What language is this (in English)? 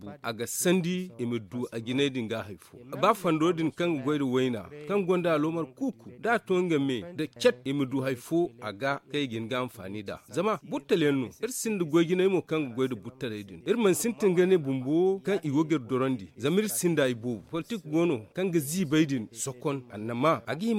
Zarma